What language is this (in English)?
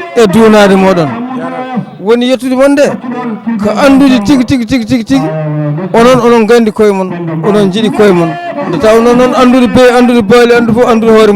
Fula